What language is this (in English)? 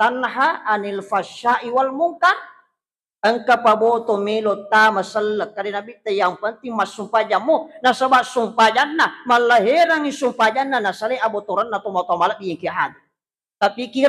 Buginese